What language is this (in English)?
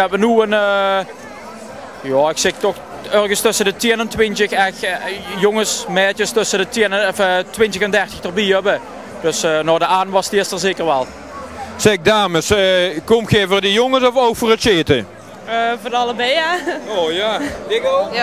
Limburgish